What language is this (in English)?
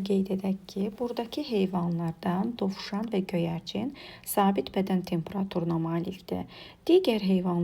Azerbaijani